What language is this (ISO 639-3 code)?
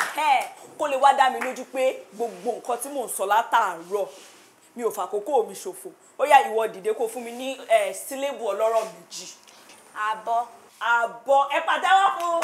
yor